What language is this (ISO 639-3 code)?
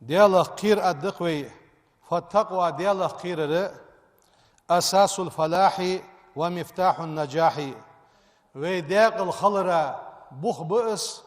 inh